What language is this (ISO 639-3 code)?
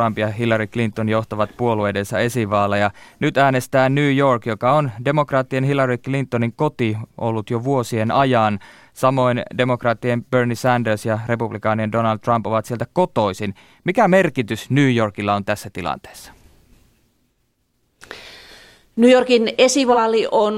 fin